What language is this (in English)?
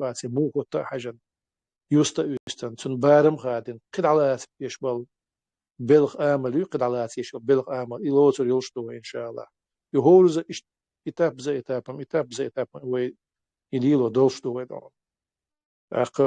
Chechen